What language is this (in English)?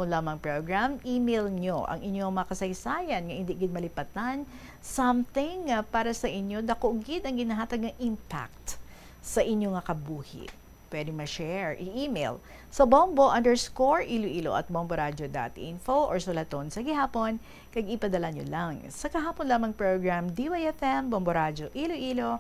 Hiligaynon